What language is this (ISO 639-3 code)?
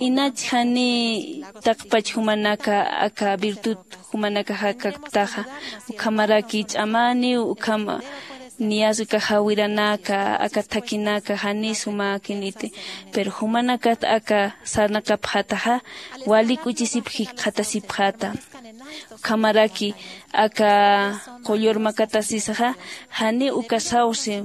aym